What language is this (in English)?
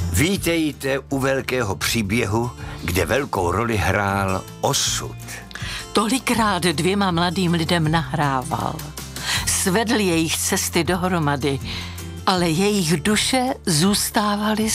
Czech